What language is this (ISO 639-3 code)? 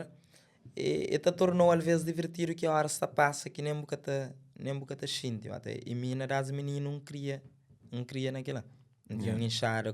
kea